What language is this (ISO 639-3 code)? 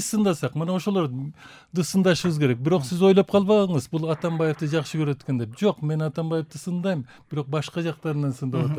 kir